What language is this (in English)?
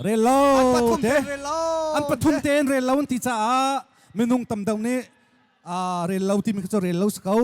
Hakha Chin